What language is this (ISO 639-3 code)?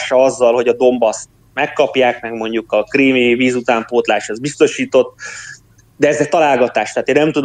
hun